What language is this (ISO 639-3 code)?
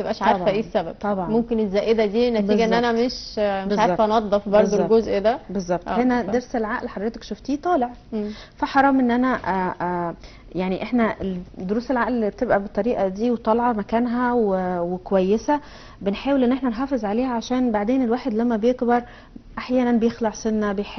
arz